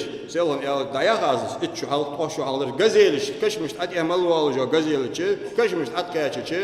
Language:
Ingush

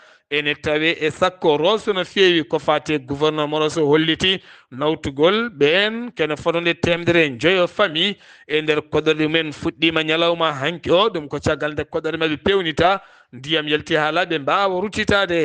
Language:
Fula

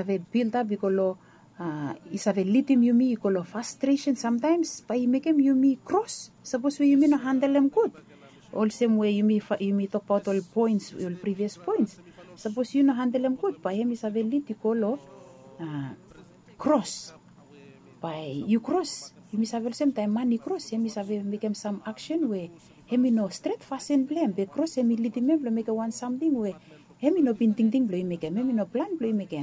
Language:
Bislama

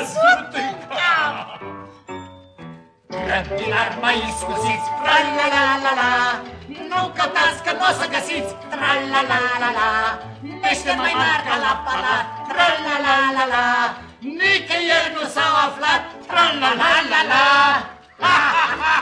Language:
Romanian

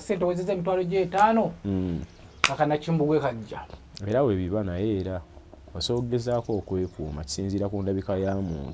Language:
Ganda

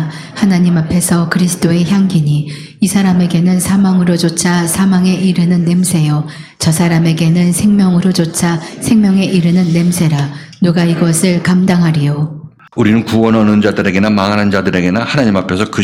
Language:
Korean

